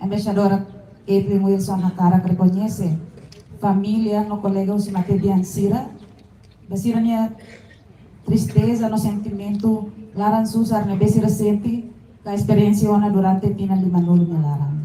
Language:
Tetum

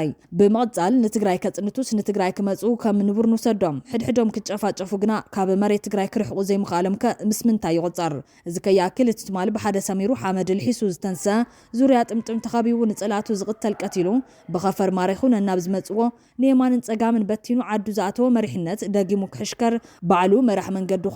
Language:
Tigrinya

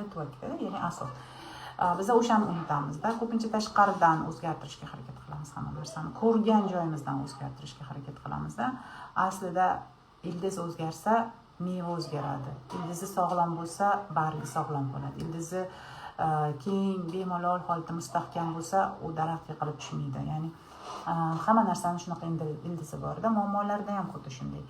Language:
Uzbek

